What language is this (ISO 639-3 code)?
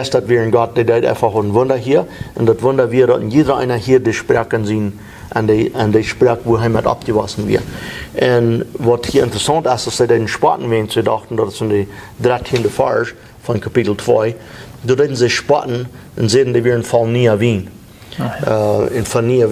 pdt